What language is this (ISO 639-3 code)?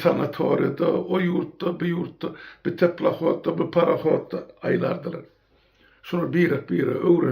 tuk